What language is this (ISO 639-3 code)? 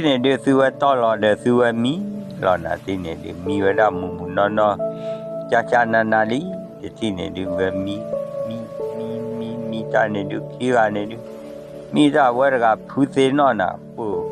ksw